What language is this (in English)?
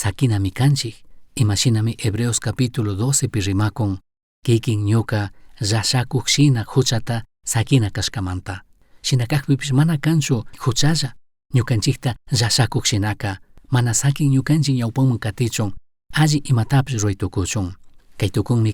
Chimborazo Highland Quichua